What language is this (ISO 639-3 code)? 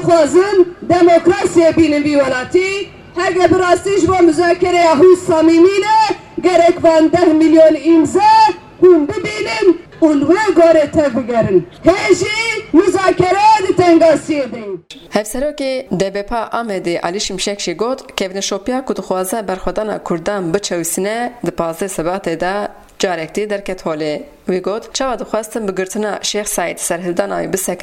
kur